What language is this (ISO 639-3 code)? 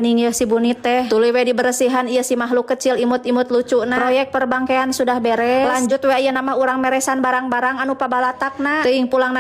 sun